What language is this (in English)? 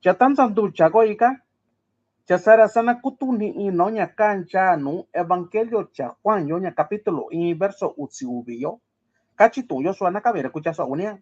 Mixtepec Mixtec